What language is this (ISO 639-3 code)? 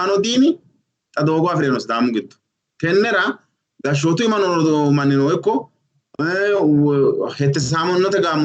sid